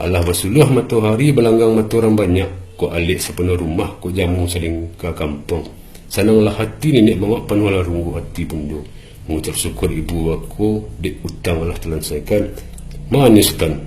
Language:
Minangkabau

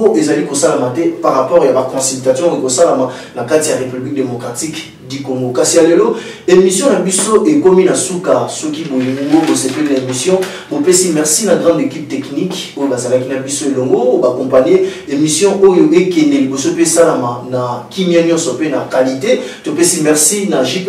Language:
Lingala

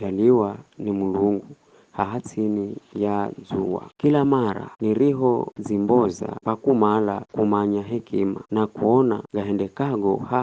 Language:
Giryama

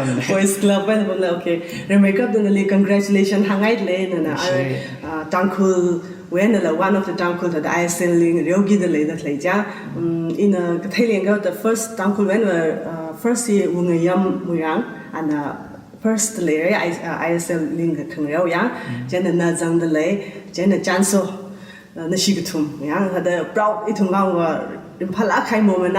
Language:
Tangkhul Naga (India)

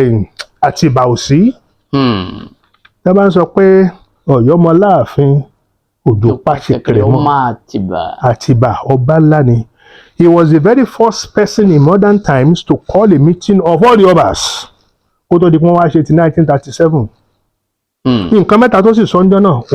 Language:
Yoruba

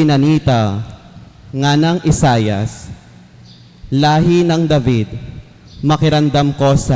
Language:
Pampanga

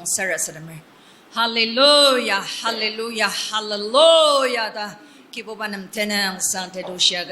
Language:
Ao Naga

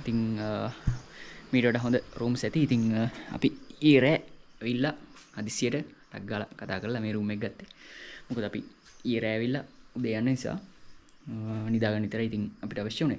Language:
Sinhala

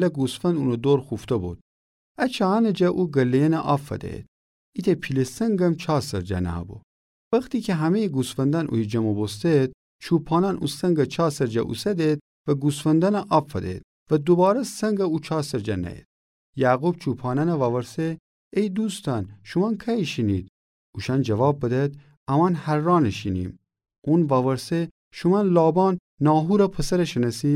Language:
Gilaki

